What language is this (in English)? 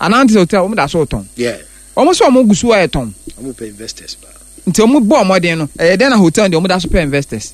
Akan